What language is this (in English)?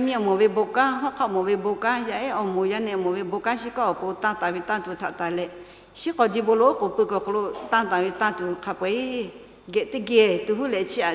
Lahu